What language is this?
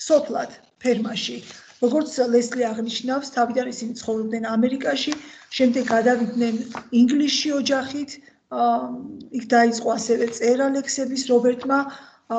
Georgian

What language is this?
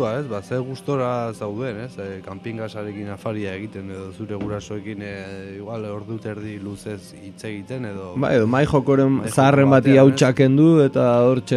Basque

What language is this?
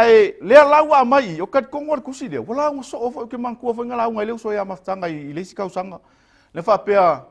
Samoan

